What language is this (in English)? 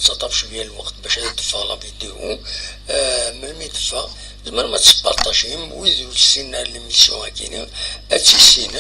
Kabyle